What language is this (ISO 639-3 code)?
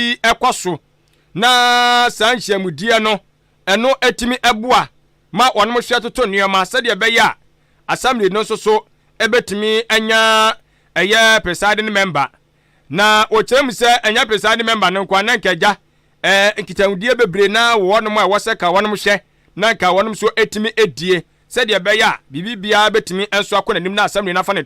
aka